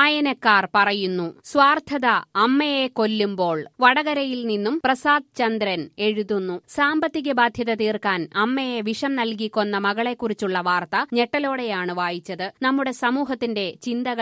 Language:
Malayalam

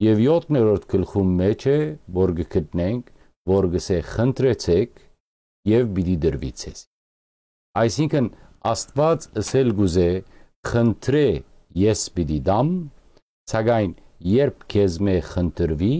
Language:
Western Armenian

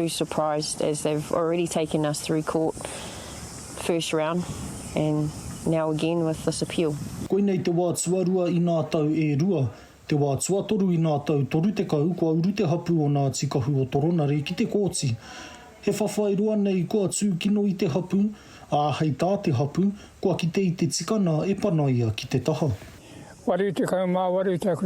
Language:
Māori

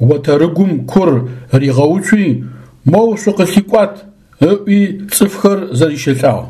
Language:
Adyghe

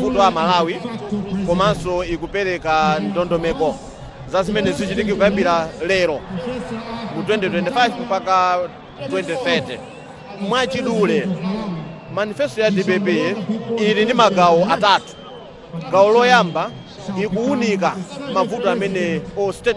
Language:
Nyanja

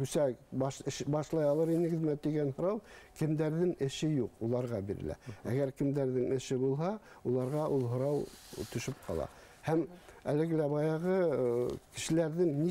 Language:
Bashkir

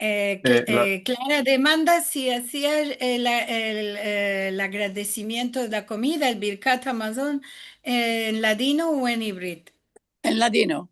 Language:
Ladino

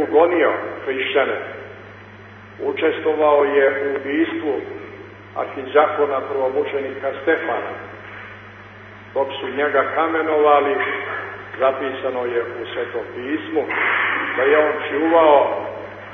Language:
Serbian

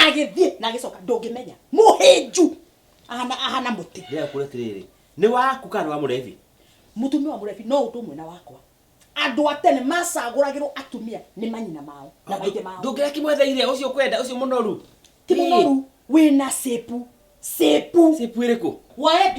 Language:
Kikuyu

